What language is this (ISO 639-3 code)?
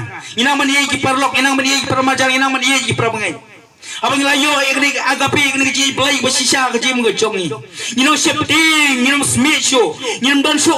kha